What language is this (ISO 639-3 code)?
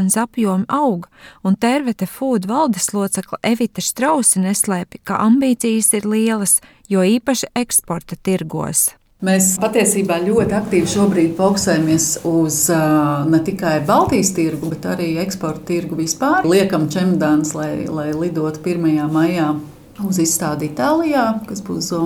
lav